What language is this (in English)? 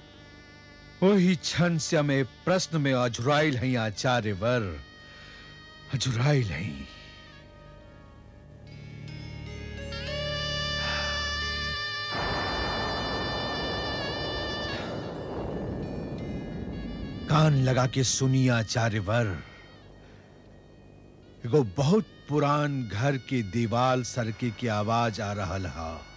Bhojpuri